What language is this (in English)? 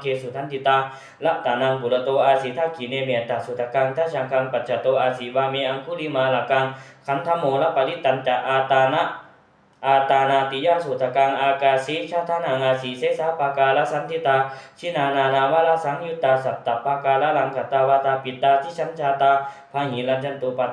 Pali